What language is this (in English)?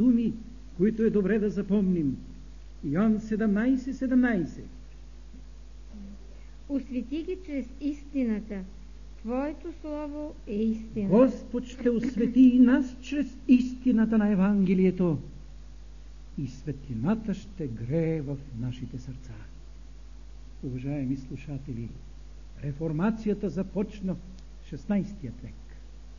Bulgarian